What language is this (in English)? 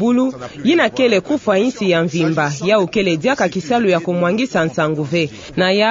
Kituba (Democratic Republic of Congo)